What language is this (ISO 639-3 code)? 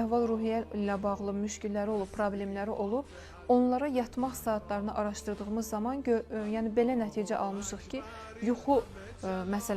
aze